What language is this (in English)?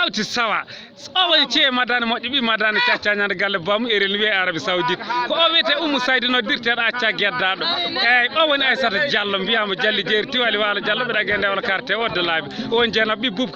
Fula